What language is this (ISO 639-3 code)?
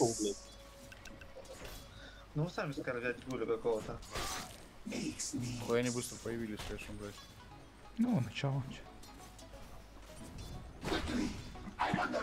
rus